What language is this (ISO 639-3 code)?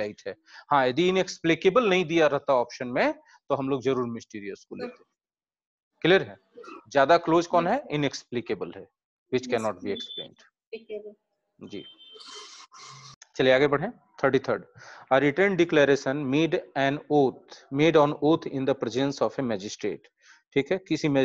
hin